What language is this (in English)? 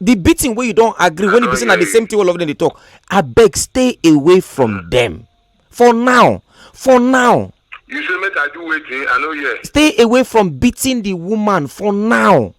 Nigerian Pidgin